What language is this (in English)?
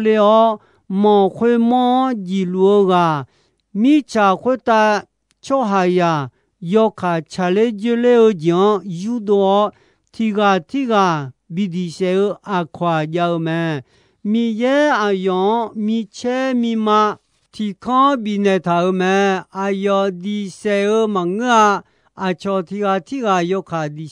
Akha